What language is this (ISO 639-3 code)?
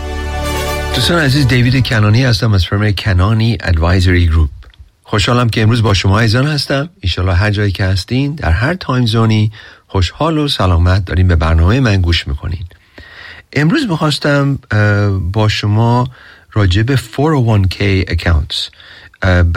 fas